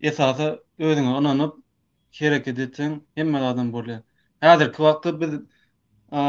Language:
Turkmen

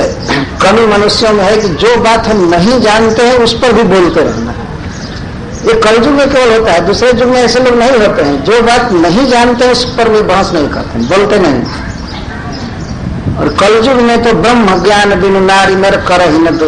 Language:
Hindi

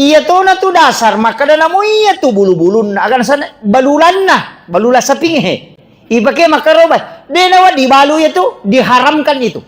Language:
Buginese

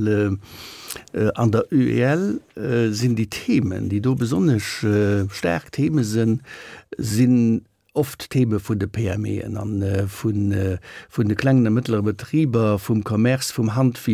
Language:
Luxembourgish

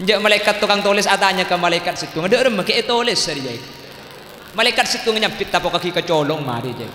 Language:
Madurese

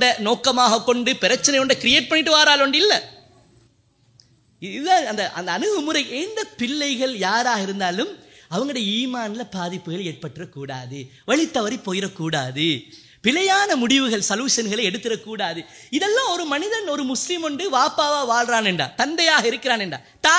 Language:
Tamil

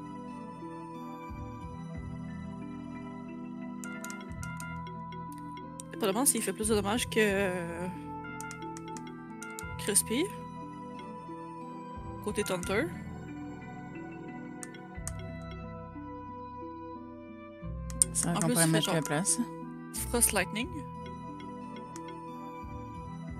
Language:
French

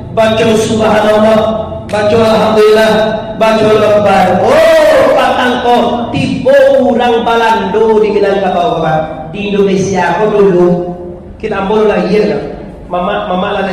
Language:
Minangkabau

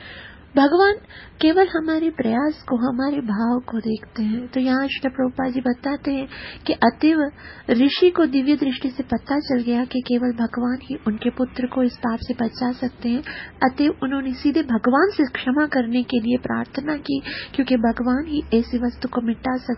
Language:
Hindi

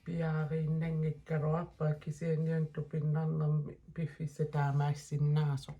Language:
Kalaallisut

